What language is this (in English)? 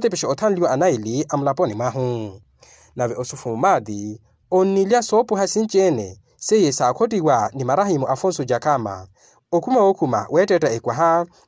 Makhuwa